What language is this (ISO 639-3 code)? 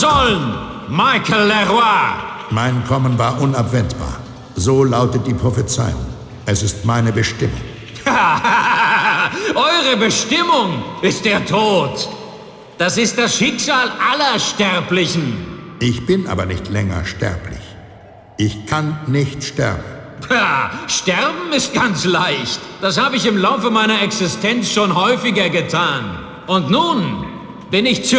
bar